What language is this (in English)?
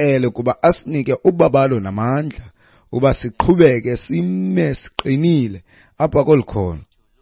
Xhosa